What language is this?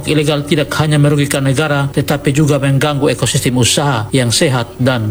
Indonesian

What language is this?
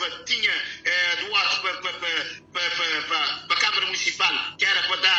Kabuverdianu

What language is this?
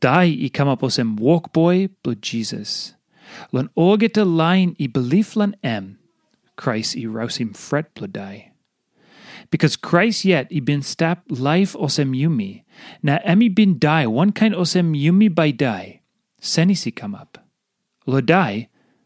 Tok Pisin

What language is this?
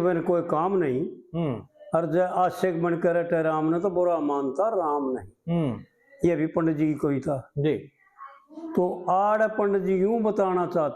Haryanvi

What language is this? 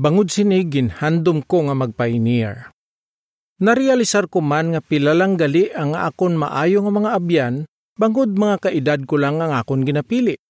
Hiligaynon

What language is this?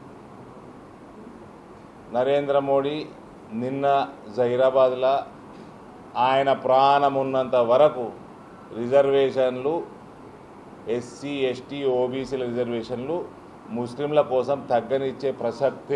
Telugu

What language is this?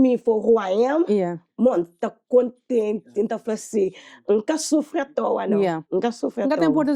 Kabuverdianu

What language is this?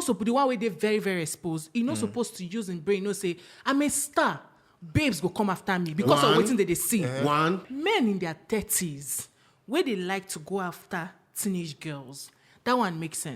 Nigerian Pidgin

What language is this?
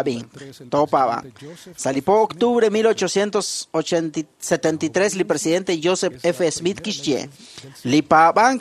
Kekchí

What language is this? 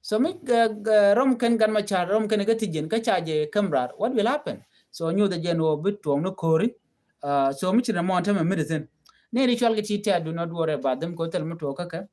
Nuer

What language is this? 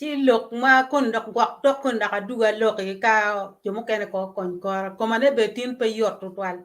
Acoli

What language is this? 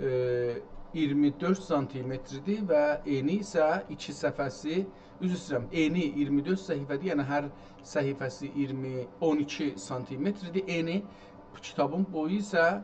South Azerbaijani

